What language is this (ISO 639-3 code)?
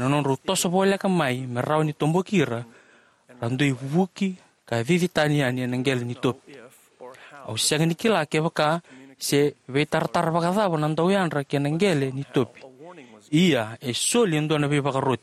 fij